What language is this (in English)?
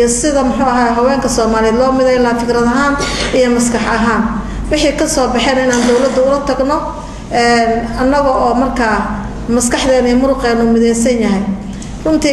Somali